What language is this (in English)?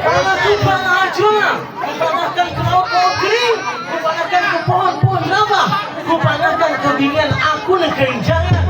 Banjar